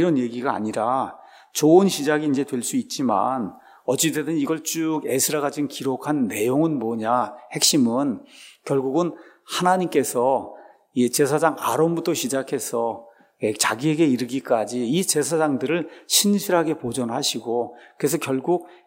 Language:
Korean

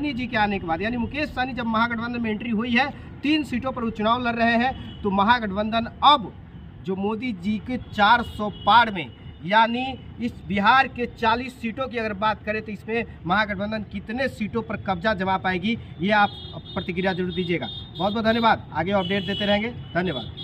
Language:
Hindi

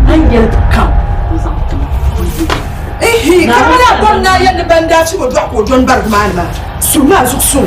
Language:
Dagbani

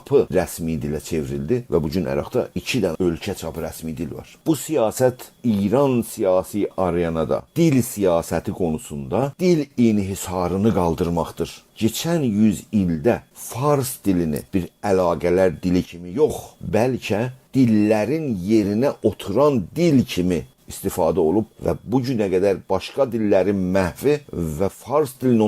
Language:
South Azerbaijani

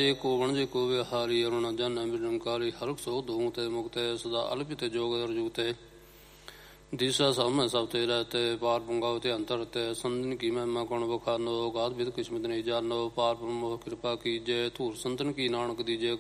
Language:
Punjabi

